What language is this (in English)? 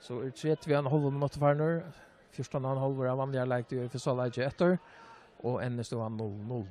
Faroese